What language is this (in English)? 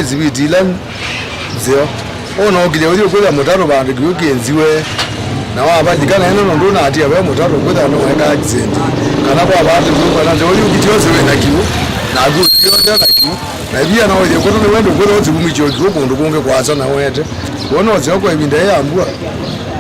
Kamba